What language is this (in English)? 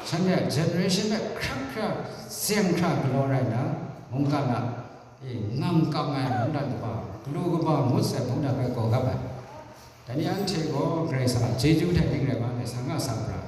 Kachin